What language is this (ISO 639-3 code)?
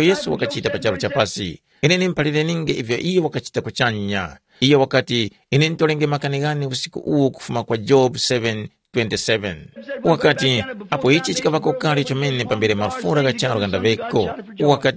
tum